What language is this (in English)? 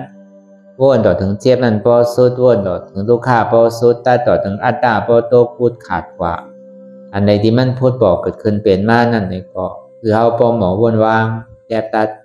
Shan